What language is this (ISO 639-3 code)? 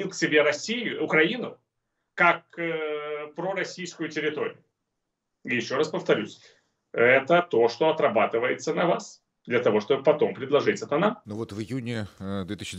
rus